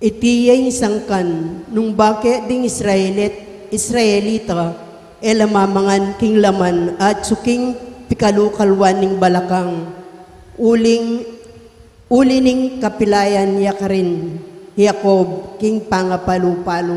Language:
Pampanga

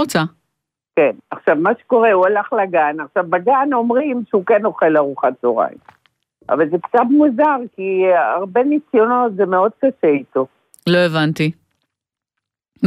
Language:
Hebrew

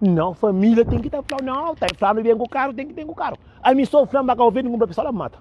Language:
Kabuverdianu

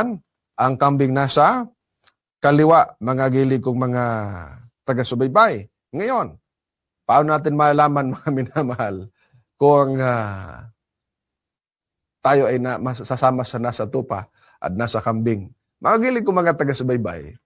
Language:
Filipino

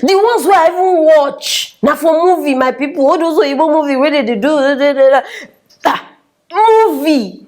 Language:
Nigerian Pidgin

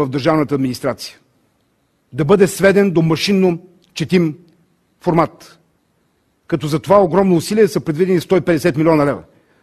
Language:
Bulgarian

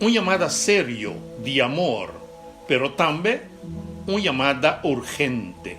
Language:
Papiamento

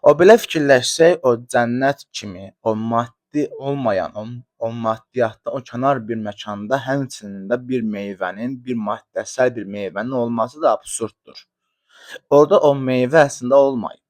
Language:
Azerbaijani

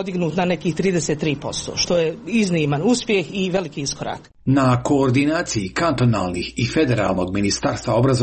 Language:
Croatian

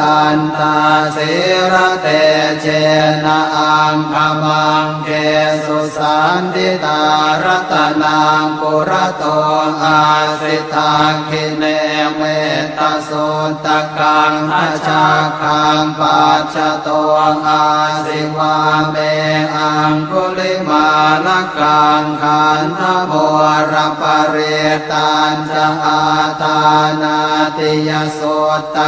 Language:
Pali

